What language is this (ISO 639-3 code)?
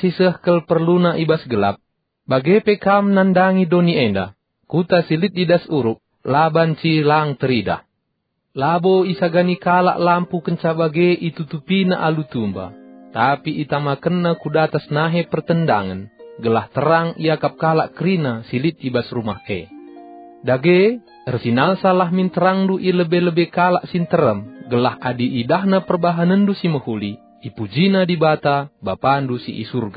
btx